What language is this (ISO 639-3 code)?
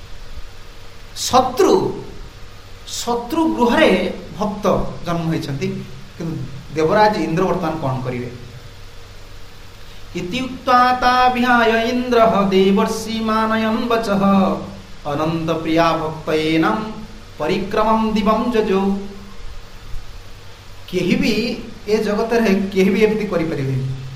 ori